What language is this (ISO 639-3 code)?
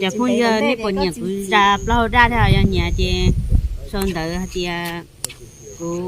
hmn